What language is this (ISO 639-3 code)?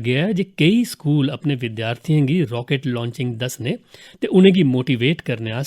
doi